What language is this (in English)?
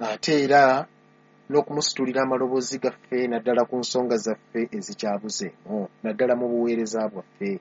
Ganda